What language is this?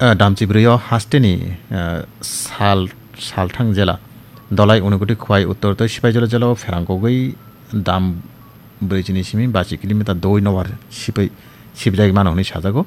Kok Borok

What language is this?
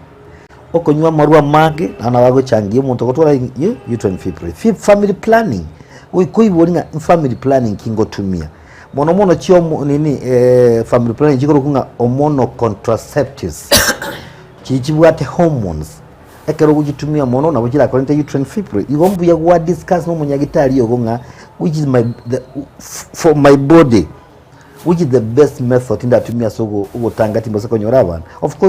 Gusii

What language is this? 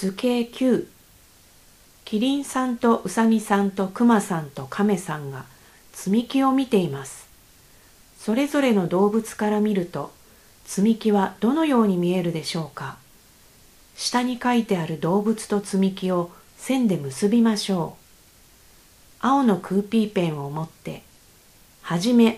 Japanese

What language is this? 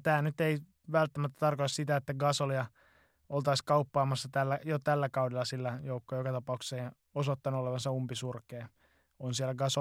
Finnish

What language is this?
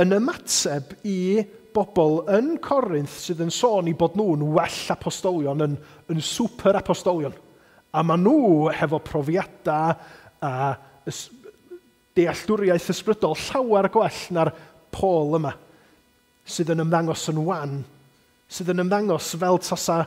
Welsh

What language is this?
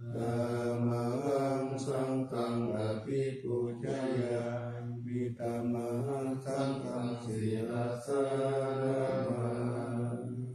Pali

